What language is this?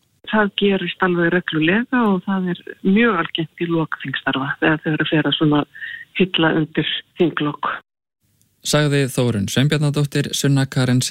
Icelandic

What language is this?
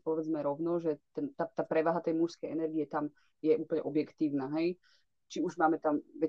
Slovak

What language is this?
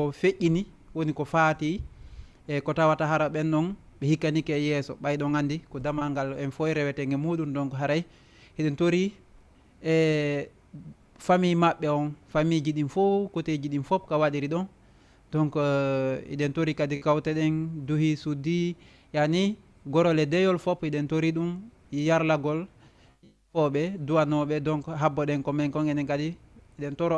Fula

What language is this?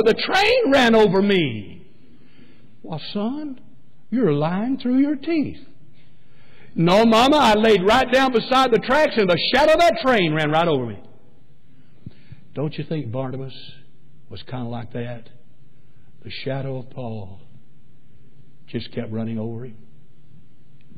English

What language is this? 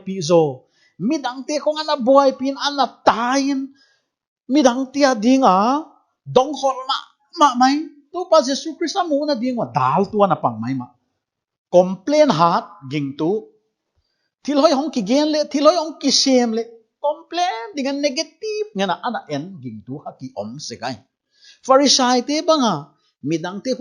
Paite Chin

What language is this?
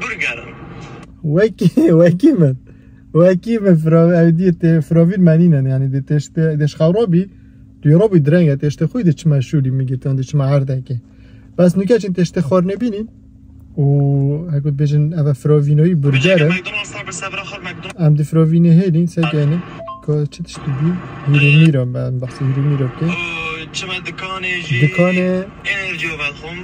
Kurdish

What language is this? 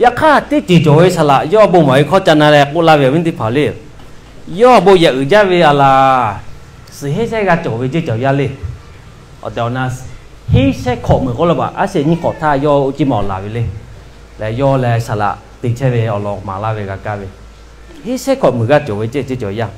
Lahu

